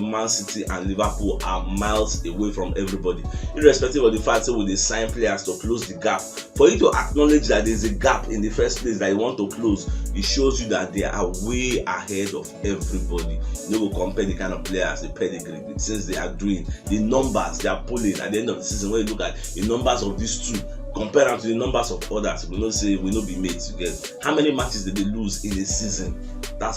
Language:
Nigerian Pidgin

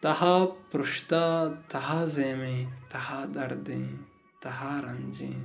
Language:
Baluchi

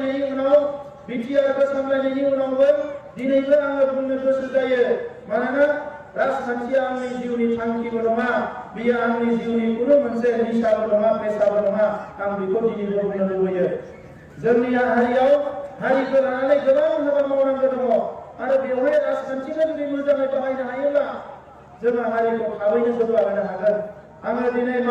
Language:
Bodo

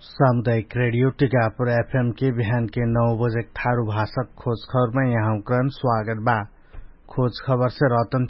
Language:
Dangaura Tharu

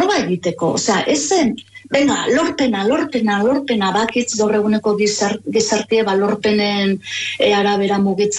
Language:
Basque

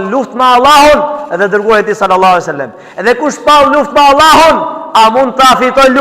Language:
Albanian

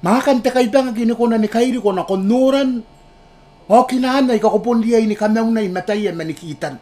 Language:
Gilbertese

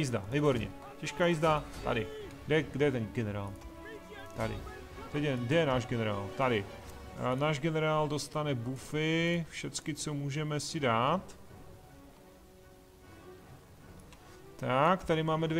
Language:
Czech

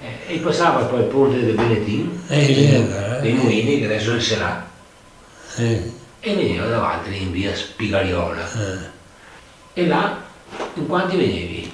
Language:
Venetian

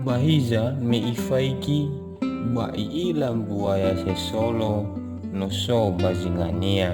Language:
Nias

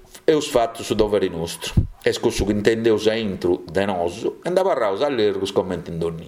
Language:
Sardinian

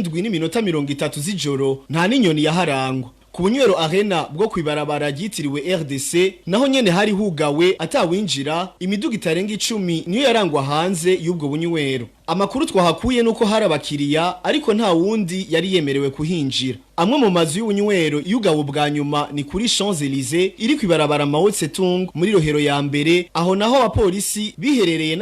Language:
Rundi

